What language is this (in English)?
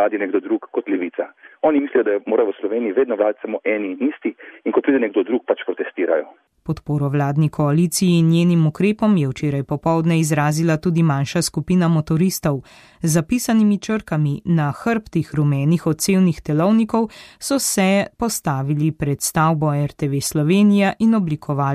Slovenian